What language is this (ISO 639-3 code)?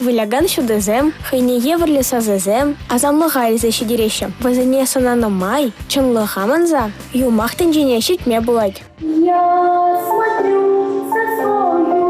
chv